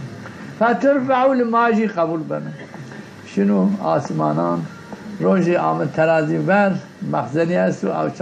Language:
Zaza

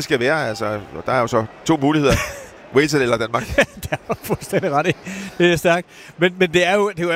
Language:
Danish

